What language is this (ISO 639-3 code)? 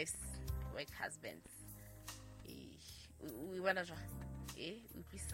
sot